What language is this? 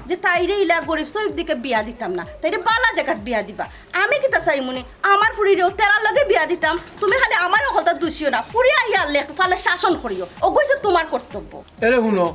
Sylheti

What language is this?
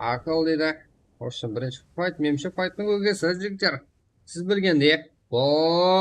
Kara-Kalpak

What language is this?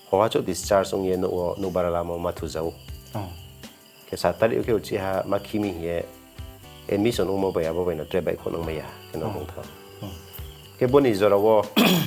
Riang (India)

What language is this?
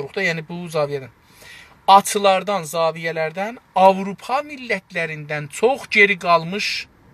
South Azerbaijani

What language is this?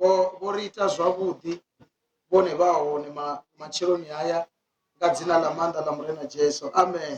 Venda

